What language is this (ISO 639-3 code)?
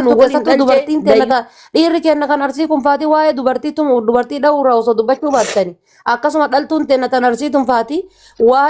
orm